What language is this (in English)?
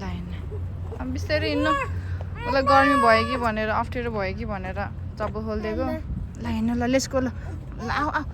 Nepali